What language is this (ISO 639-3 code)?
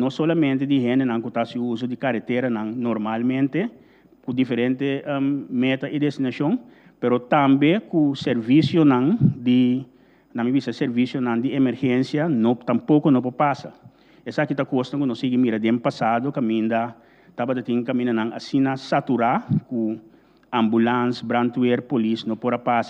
pap